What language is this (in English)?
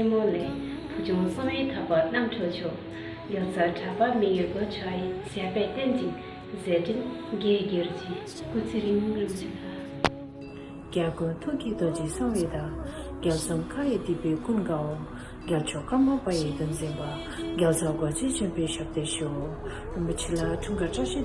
Tibetan